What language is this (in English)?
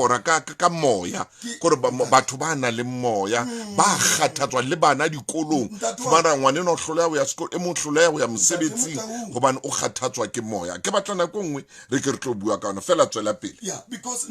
Southern Sotho